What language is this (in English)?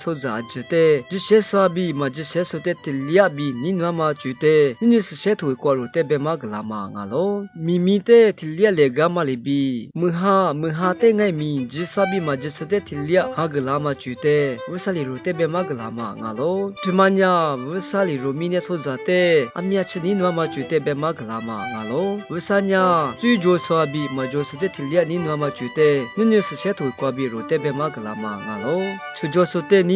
Lisu